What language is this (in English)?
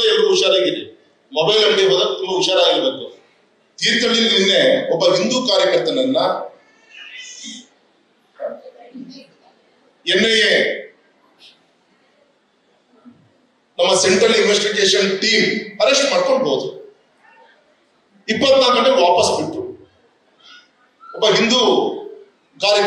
Kannada